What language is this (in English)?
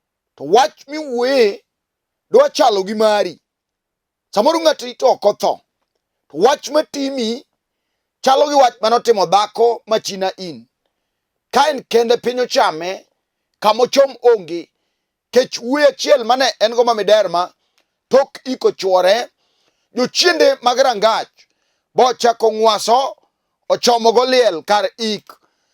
Luo (Kenya and Tanzania)